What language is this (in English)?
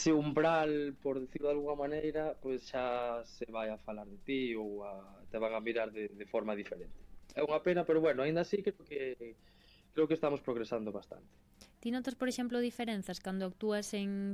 Galician